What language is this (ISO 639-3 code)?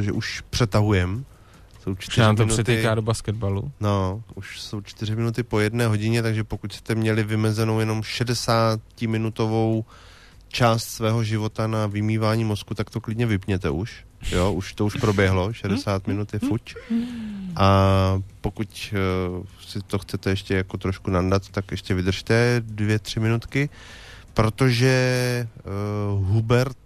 ces